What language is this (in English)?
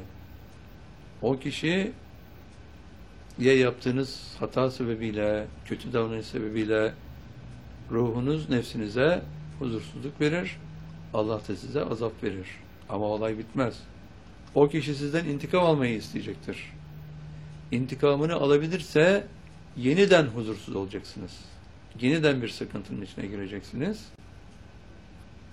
Turkish